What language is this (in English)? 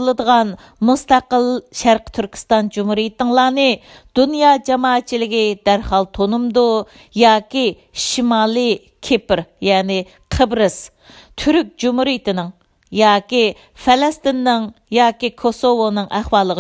Uyghur